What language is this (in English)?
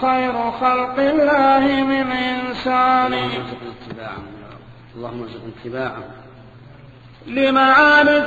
Arabic